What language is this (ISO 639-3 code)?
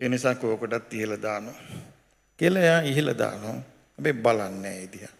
sin